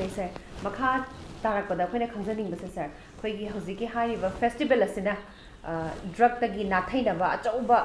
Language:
Manipuri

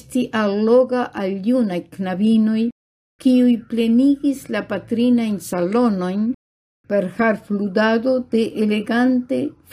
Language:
Esperanto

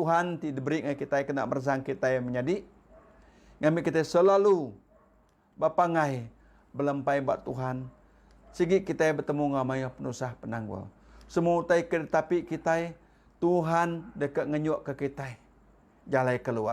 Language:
Iban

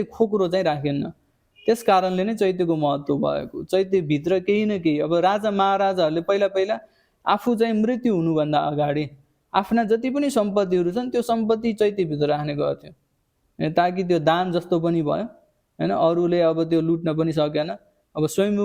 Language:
Nepali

